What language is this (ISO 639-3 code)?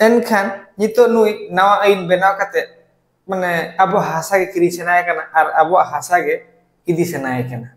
sat